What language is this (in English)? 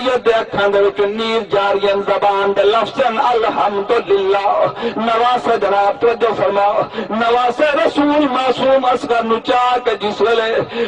Saraiki